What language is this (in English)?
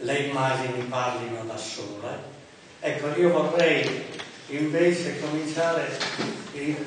Italian